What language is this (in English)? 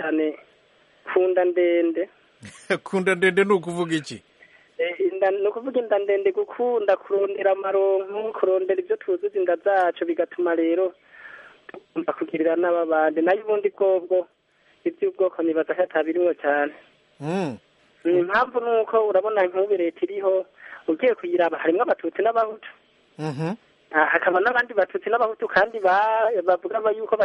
Rundi